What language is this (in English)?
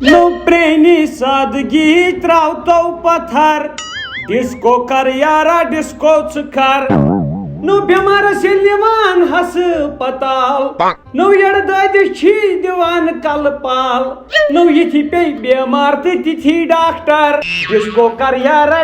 Kashmiri